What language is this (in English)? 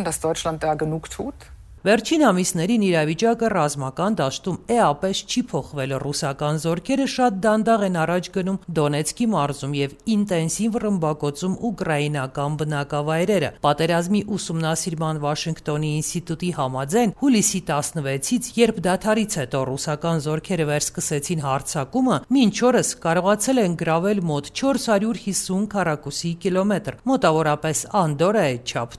Armenian